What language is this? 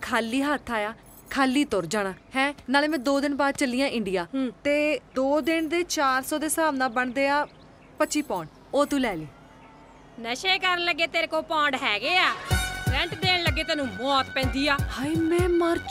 Punjabi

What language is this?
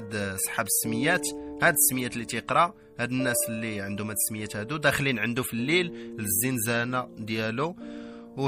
Moroccan Arabic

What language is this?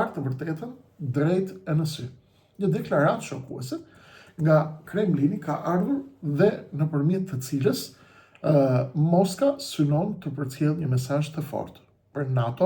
Albanian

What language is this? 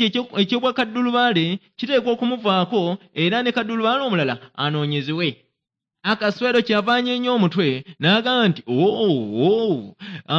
Ganda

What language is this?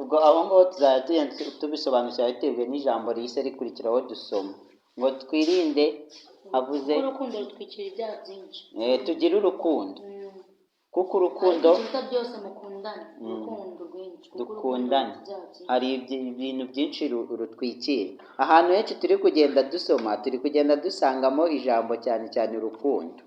Kinyarwanda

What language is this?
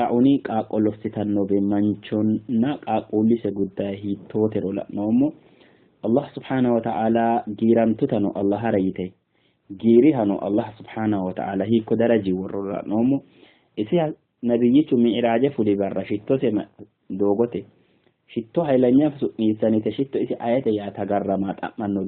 Sidamo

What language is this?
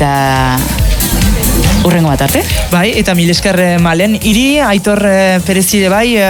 Basque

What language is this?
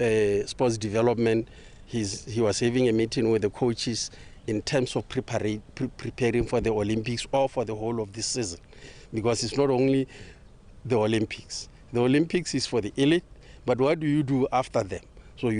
Tswana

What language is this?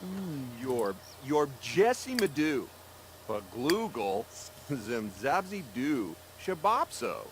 Bavarian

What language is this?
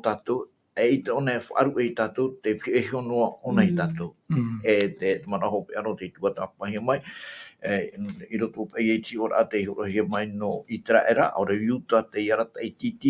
Tahitian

